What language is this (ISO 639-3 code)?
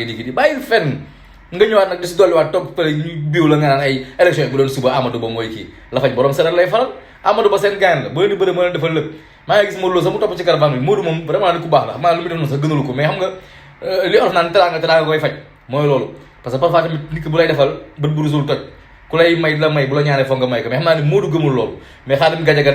wol